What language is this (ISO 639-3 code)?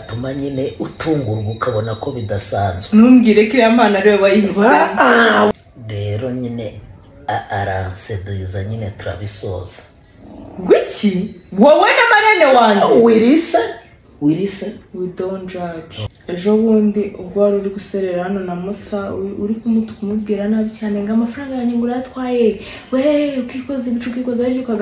kin